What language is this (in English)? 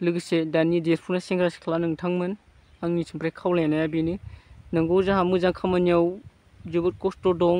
Bodo